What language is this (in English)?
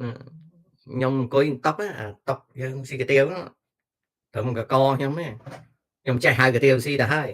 Khmer